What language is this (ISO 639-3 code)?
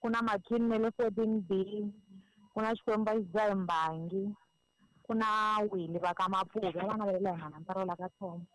tso